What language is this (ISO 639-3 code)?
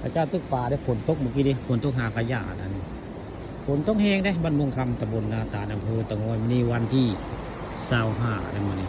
tts